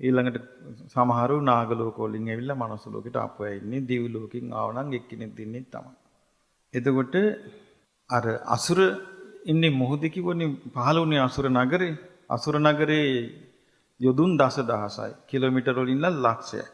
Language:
Sinhala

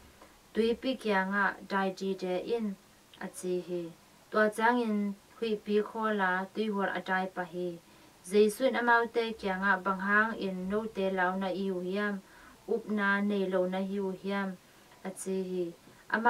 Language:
Tedim Chin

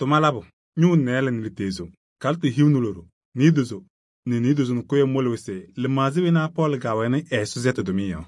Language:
Kabiyè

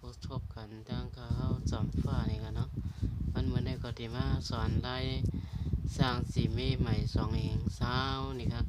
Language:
Shan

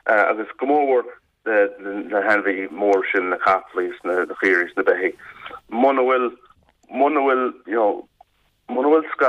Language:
Irish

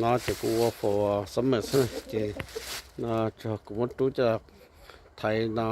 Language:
Hmong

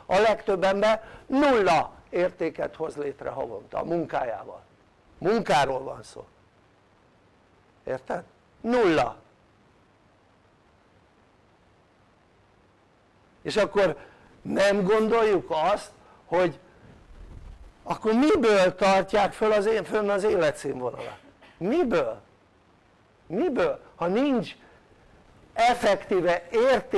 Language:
Hungarian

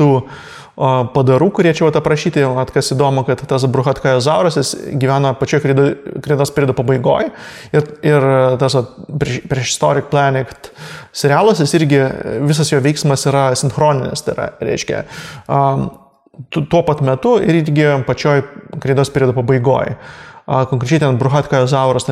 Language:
Lithuanian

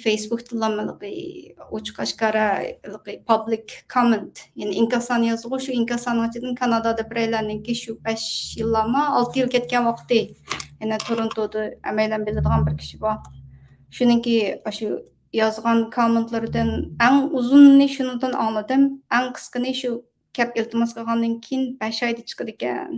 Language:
Uyghur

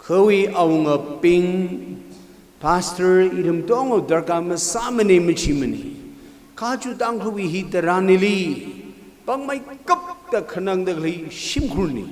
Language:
Tangkhul Naga (India)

